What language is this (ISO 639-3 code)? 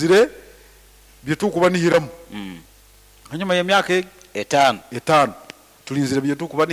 nyo